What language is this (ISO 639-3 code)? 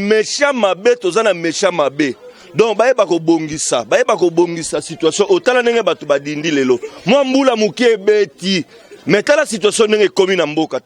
lin